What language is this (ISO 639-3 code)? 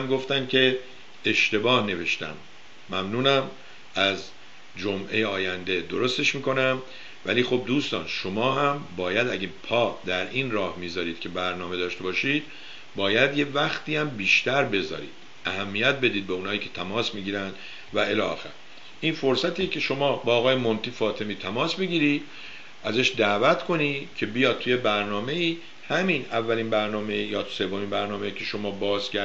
fas